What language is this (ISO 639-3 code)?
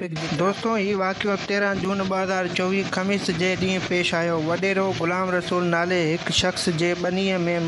snd